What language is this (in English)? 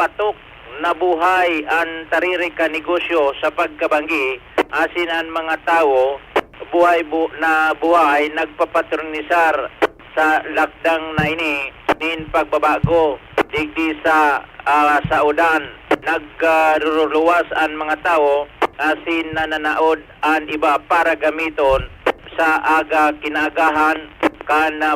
Bikol